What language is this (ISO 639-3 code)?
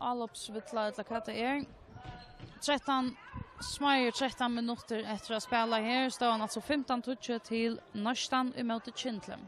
fao